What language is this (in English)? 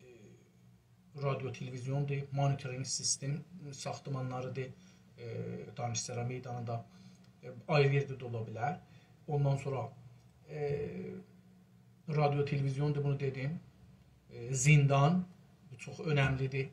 South Azerbaijani